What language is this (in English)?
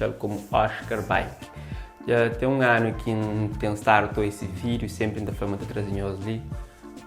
Kabuverdianu